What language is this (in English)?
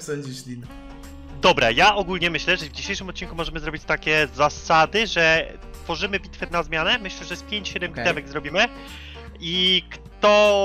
Polish